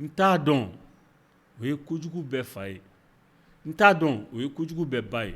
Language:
Bambara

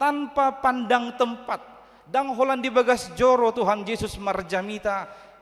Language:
Batak Toba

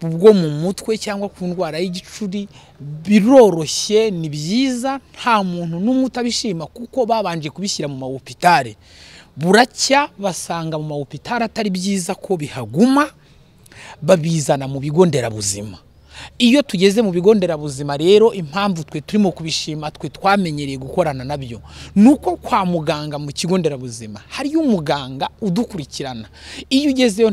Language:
Kinyarwanda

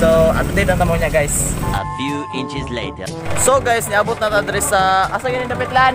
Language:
Cebuano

